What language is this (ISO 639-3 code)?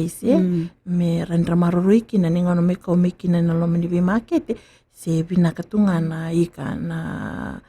fij